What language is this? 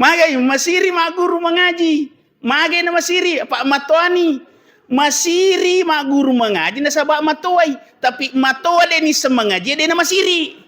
Buginese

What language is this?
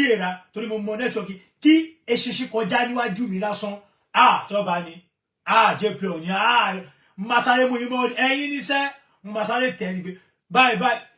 Yoruba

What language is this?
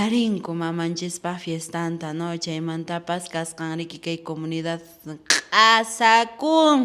Quechua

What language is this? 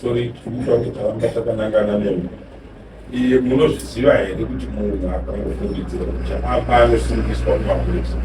Shona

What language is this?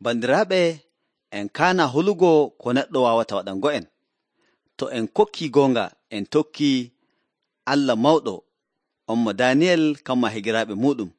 Nigerian Fulfulde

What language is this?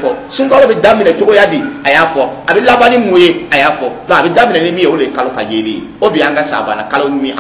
Dyula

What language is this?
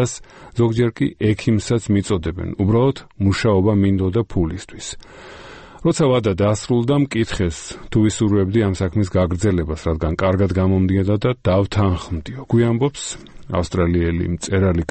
Georgian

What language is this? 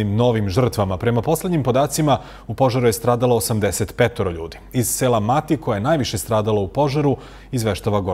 Serbian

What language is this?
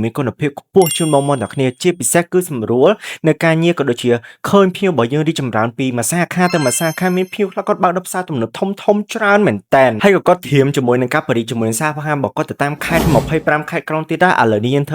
Khmer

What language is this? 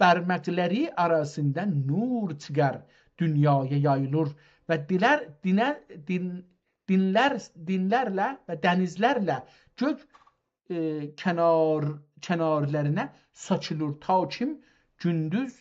South Azerbaijani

